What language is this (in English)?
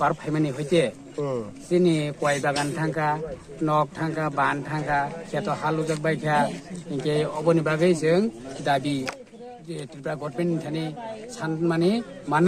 Riang (India)